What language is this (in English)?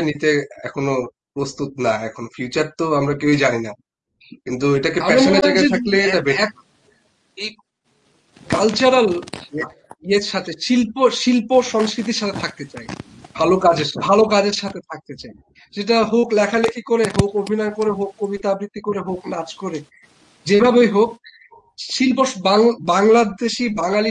Bangla